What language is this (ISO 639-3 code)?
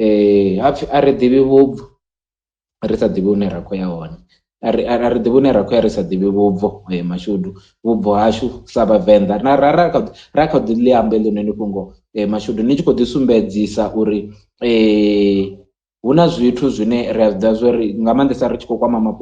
ven